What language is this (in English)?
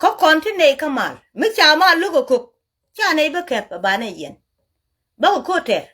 Nuer